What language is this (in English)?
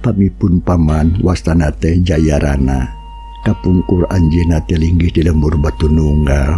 Sundanese